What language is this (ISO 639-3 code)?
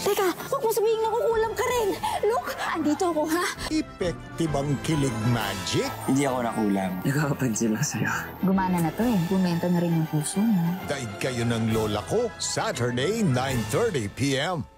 fil